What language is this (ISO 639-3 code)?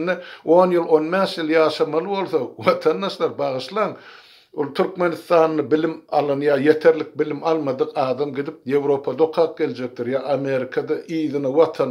tuk